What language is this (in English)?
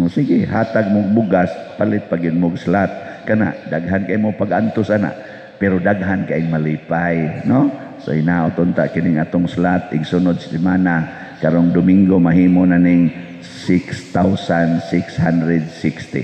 Cebuano